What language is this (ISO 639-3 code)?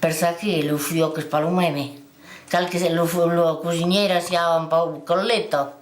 oci